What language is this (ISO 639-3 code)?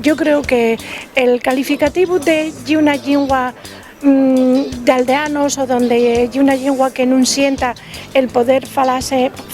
ast